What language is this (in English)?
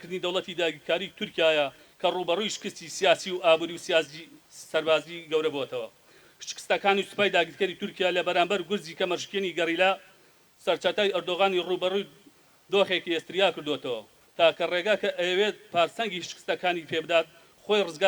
Central Kurdish